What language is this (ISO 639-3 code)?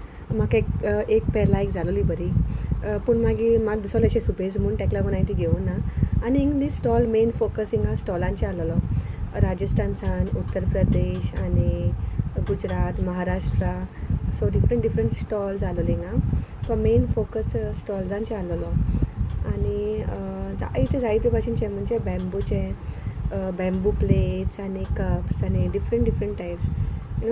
kok